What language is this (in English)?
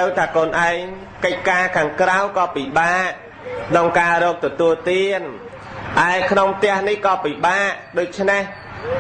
Khmer